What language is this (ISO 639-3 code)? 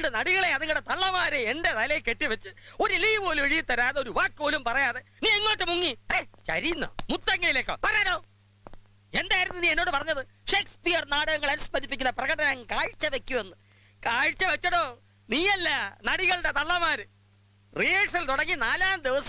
mal